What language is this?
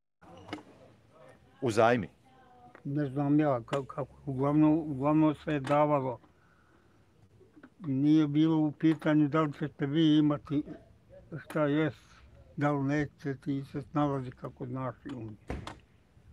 Bosnian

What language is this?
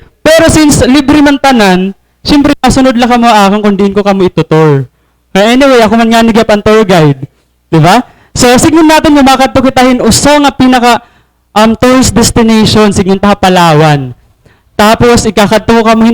Waray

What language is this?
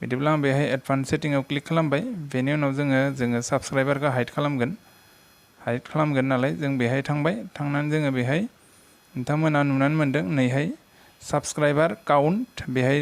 Bodo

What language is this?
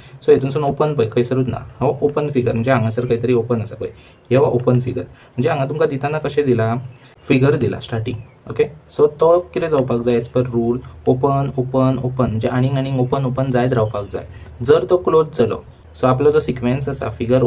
Konkani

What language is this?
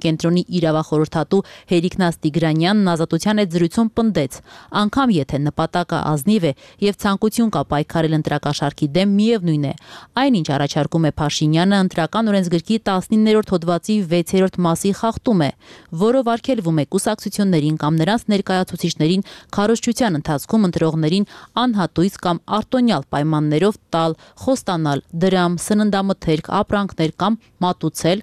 Armenian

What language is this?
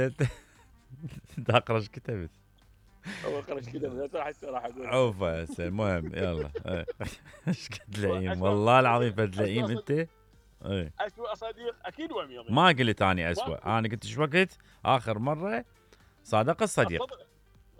Mesopotamian Arabic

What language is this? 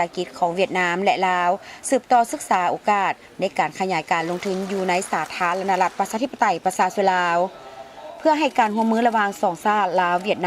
Lao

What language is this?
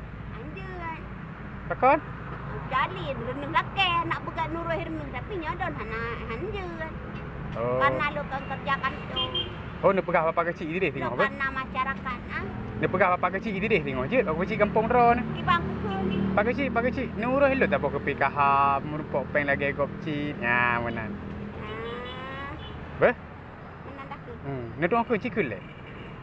Achinese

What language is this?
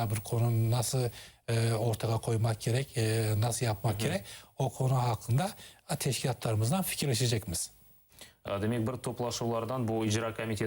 Crimean Tatar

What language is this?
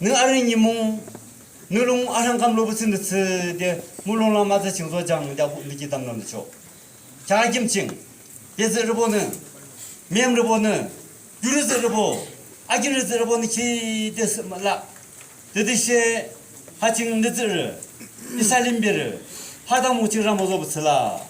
Yimchungru Naga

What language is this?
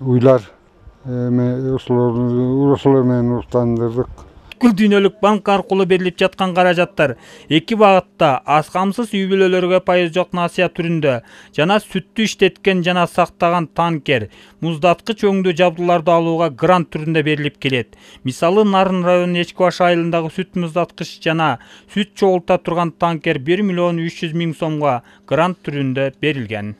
Kyrgyz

